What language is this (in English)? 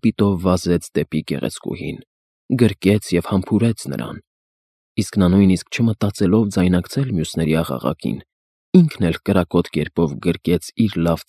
Armenian